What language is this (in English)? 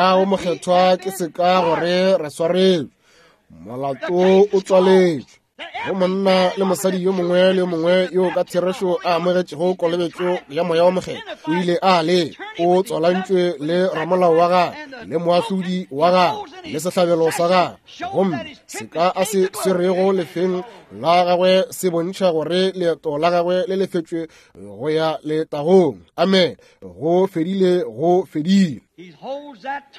Northern Sotho